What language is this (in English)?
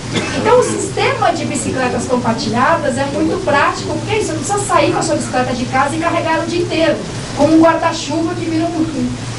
Portuguese